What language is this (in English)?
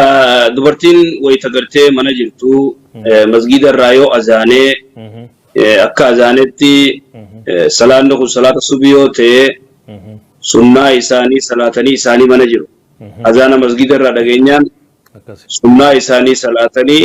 Oromo